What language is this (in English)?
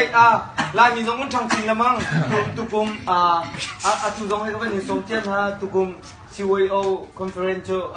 Hakha Chin